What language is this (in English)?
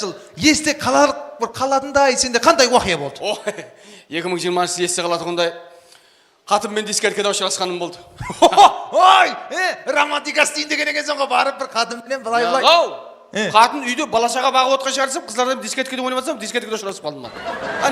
Kara-Kalpak